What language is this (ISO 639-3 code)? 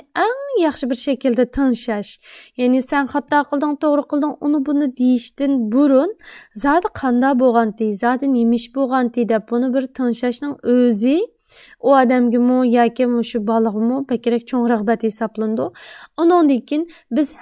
uig